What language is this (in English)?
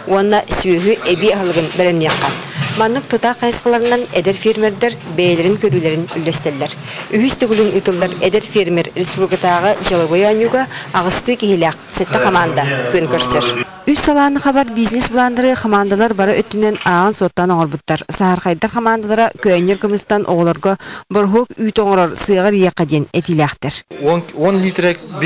Yakut